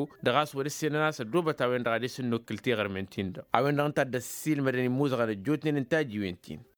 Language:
Tamasheq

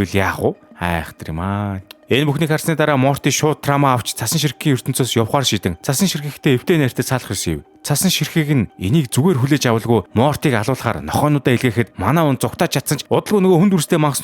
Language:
Mongolian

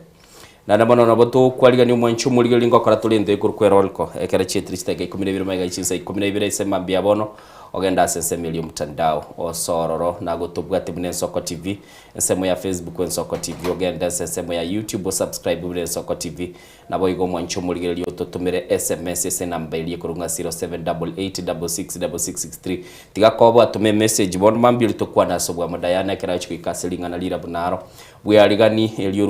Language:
Gusii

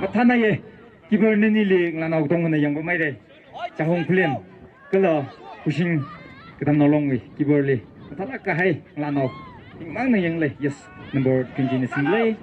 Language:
Tangkhul Naga (India)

